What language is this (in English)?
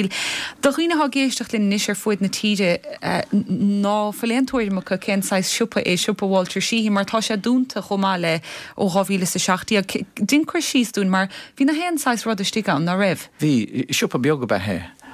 Irish